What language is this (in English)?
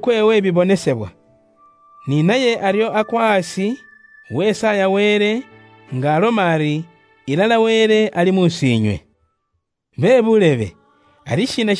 Luyia